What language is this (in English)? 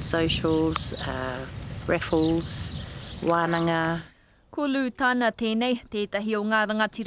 Māori